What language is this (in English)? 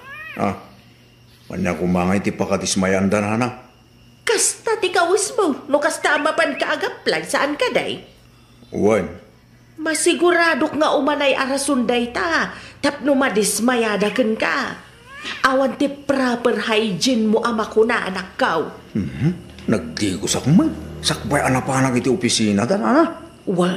Iloko